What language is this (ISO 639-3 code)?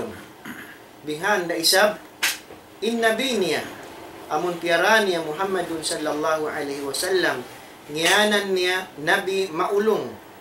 tsg